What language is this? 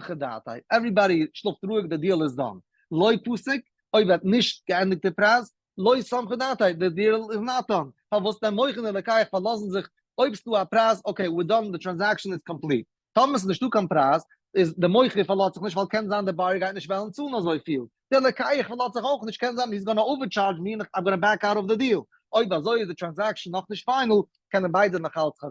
Yiddish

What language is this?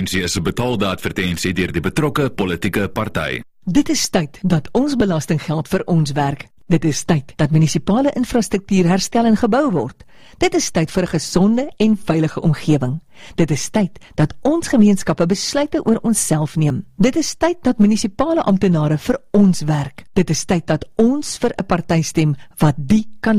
Afrikaans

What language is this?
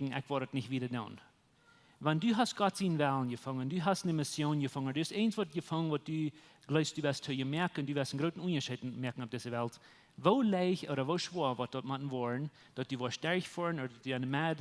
Plautdietsch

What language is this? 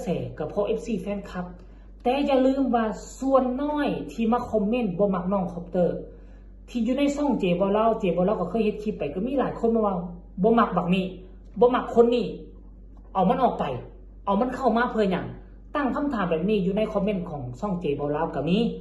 Lao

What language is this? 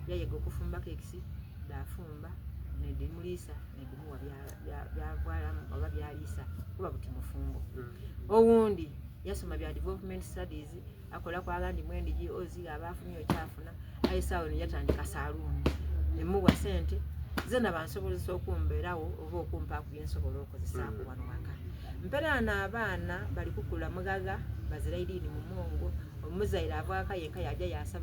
Soga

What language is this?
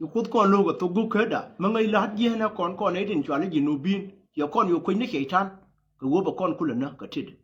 Nuer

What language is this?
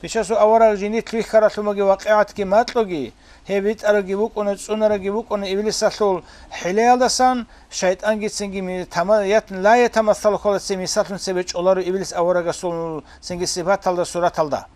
Avaric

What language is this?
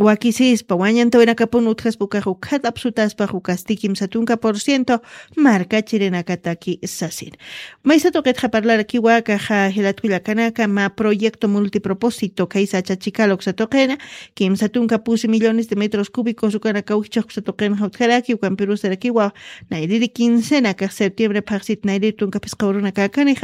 Aymara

